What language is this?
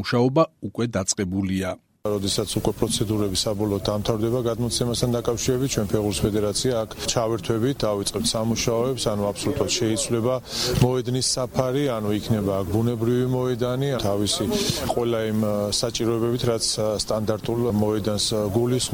Georgian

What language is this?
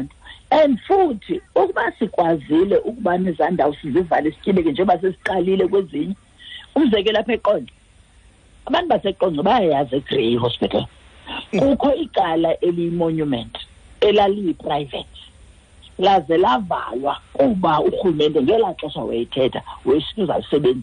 Xhosa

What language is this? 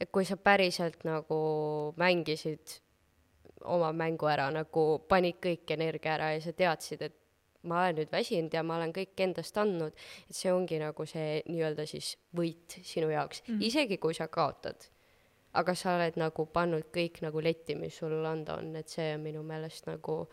Estonian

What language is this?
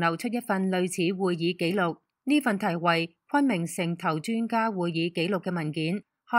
Cantonese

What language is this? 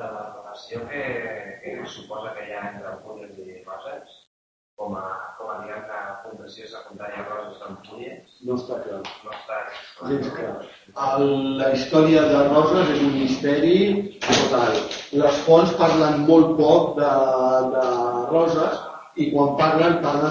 Catalan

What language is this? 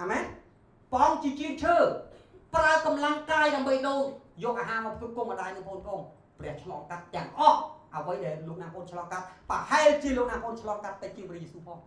Khmer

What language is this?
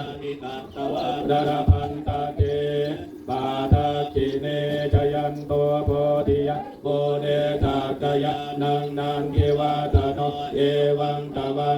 Pali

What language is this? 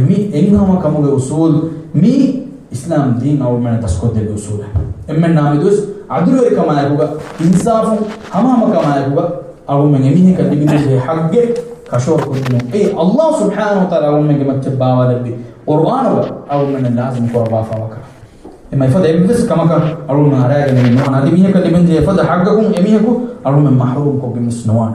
Divehi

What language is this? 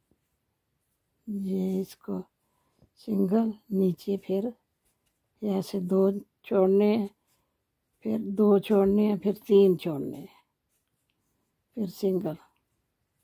Hindi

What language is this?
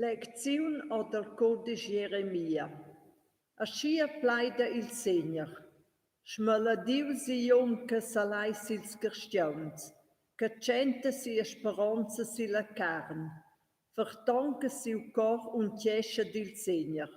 Romansh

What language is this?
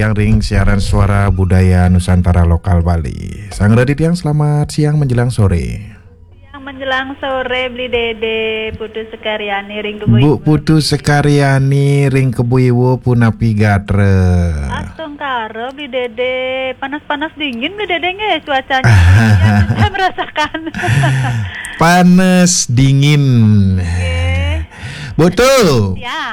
Balinese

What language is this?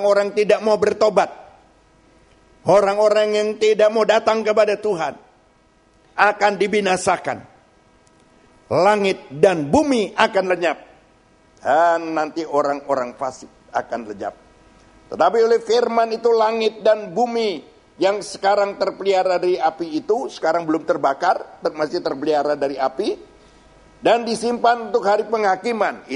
Indonesian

